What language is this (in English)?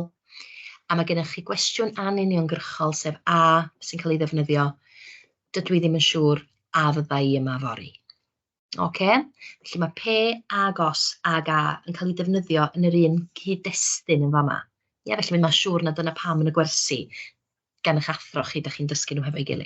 Welsh